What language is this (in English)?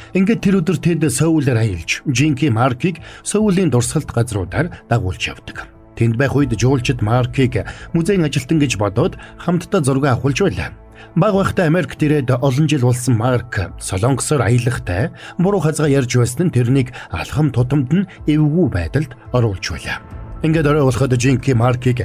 Mongolian